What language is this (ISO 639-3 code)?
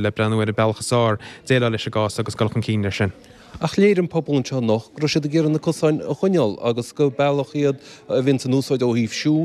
gle